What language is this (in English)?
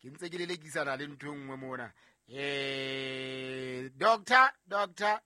Southern Sotho